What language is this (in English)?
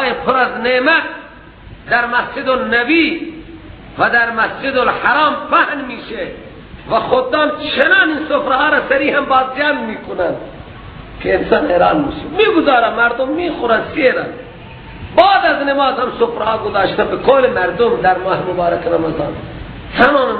Persian